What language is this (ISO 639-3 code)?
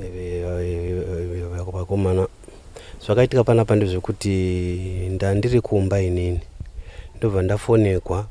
sna